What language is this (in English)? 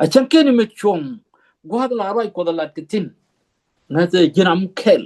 Nuer